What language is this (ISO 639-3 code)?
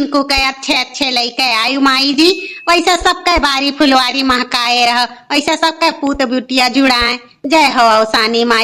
awa